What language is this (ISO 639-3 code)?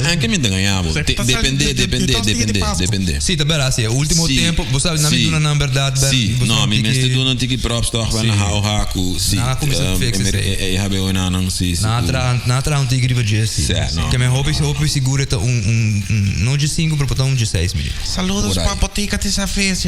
pap